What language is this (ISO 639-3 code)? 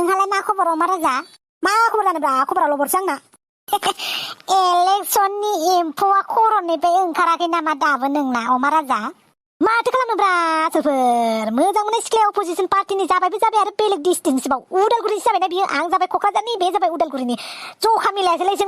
brx